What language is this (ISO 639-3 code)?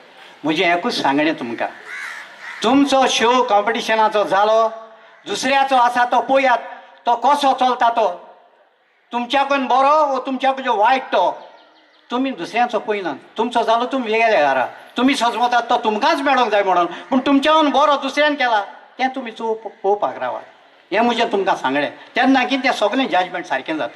kok